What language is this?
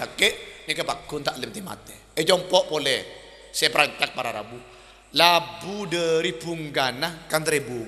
Madurese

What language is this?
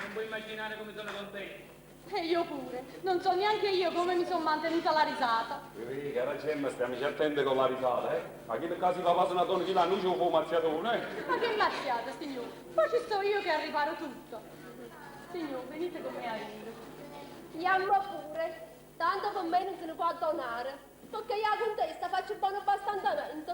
Neapolitan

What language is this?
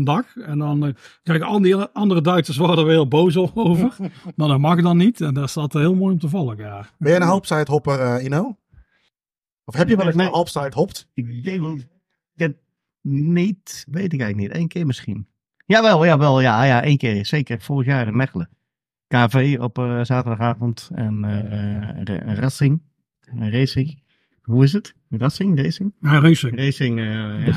Dutch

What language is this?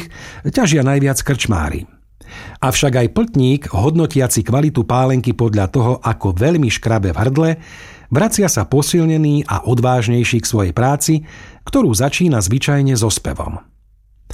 Slovak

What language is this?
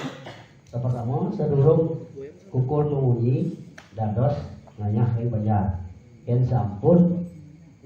Balinese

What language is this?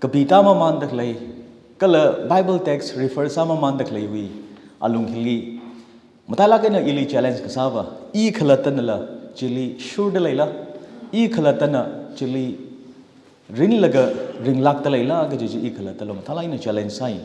Tangkhul Naga (India)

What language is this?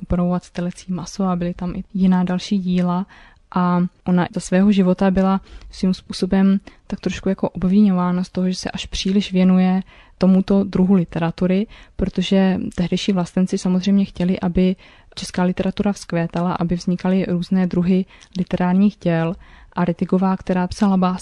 Czech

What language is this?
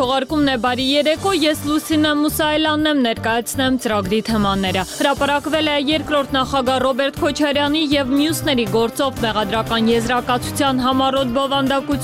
Armenian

